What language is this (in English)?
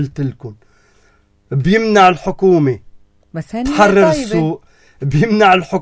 North Levantine Arabic